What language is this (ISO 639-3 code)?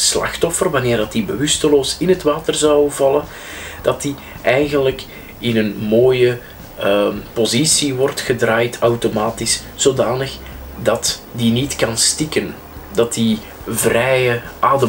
nld